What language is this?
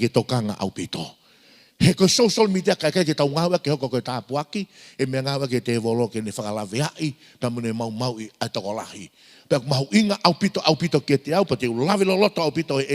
Tongan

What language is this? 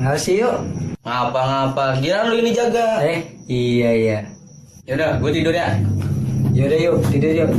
Betawi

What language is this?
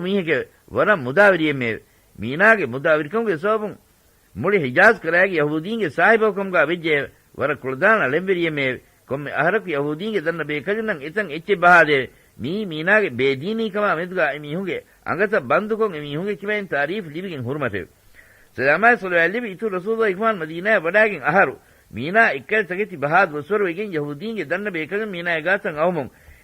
Divehi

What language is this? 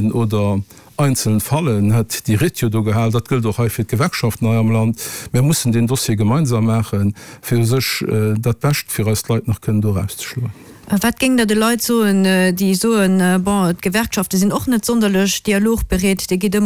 Luxembourgish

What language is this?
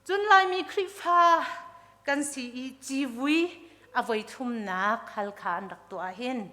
Hakha Chin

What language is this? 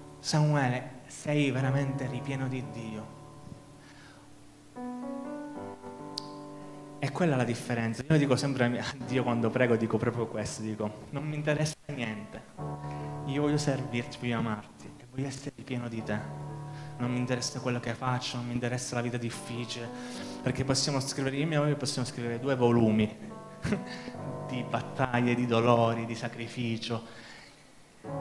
Italian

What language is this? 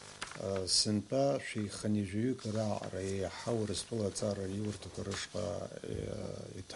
Abkhazian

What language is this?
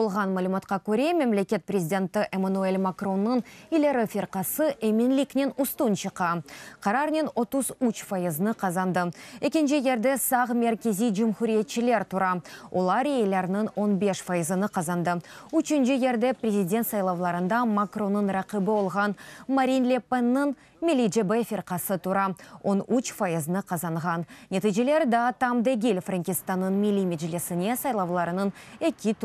Crimean Tatar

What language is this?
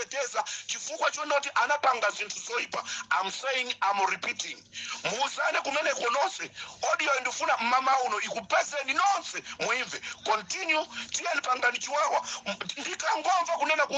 Nyanja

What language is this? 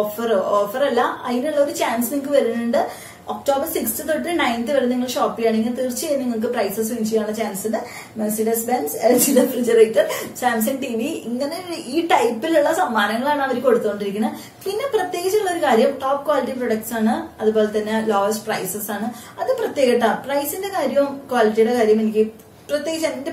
Malayalam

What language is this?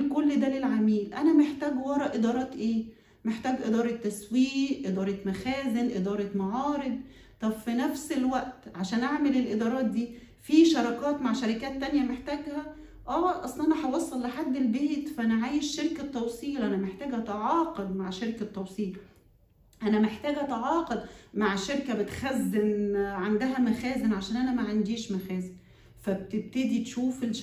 Egyptian Arabic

